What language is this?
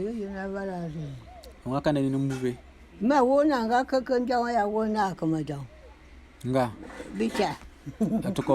Bulu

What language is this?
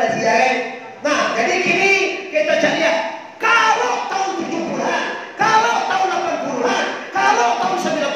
Minangkabau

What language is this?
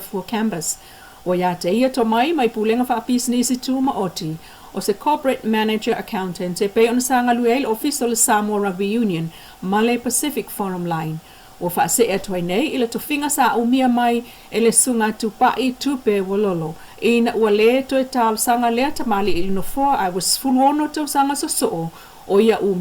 Samoan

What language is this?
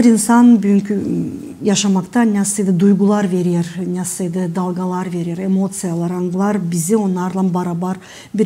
Gagauz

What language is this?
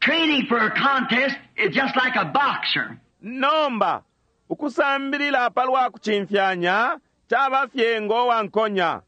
Bemba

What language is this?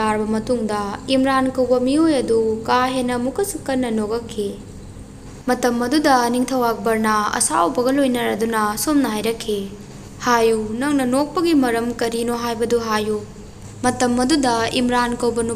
Manipuri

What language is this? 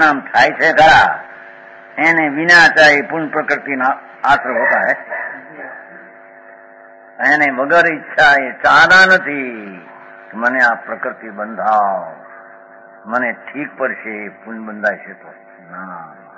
Gujarati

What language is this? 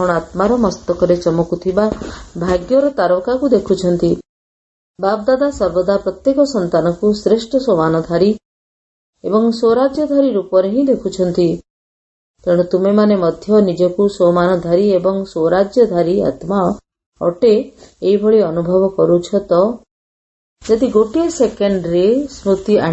Odia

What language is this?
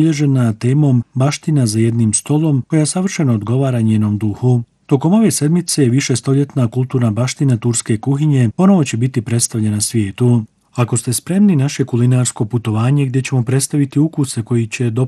Bosnian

